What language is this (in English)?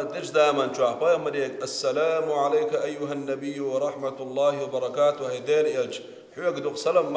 Chechen